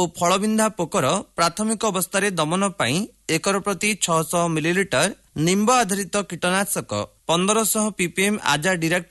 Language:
Odia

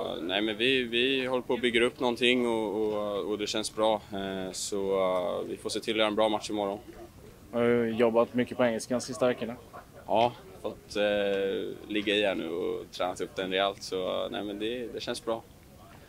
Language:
Swedish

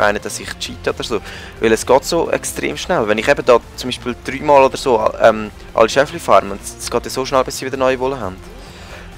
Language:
Swiss German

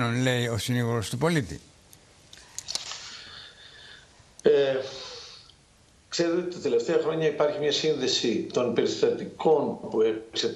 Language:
Greek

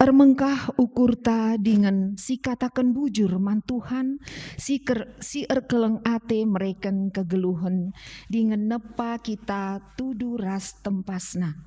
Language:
Batak Karo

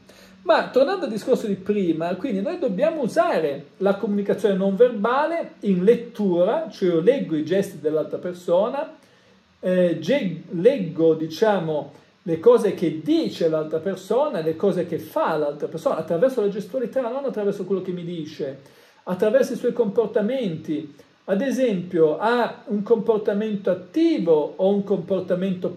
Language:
Italian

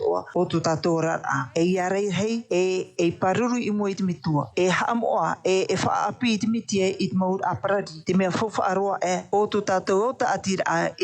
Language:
Tahitian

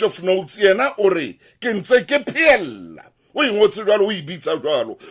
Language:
Southern Sotho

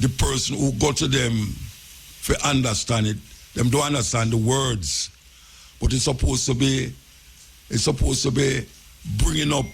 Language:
Jamaican Creole English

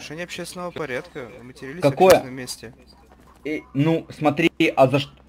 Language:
Russian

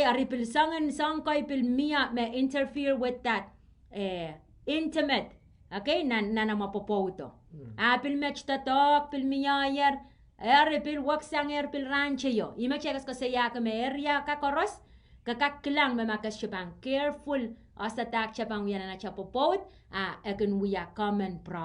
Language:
Pohnpeian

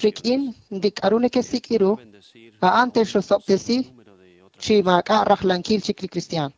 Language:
Kekchí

